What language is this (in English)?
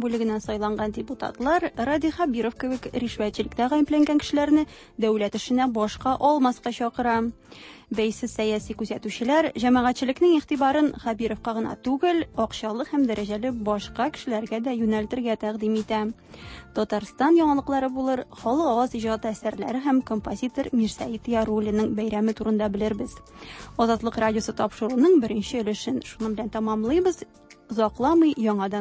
Tatar